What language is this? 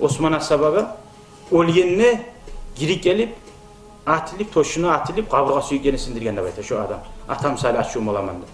Kumyk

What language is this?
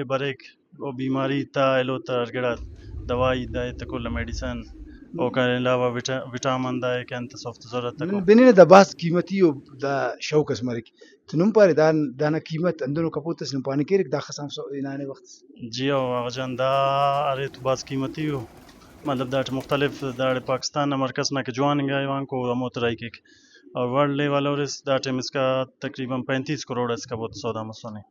Brahui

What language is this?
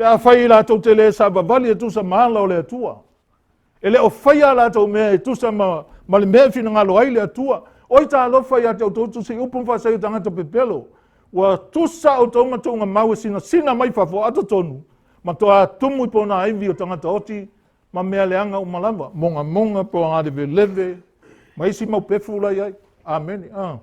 Samoan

